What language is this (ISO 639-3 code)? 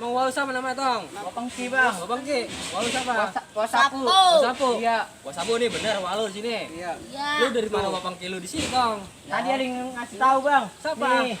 bew